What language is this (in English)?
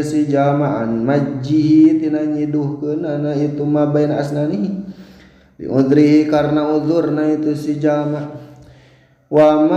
Sundanese